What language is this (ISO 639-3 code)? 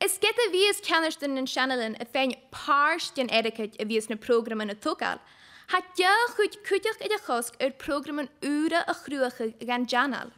gla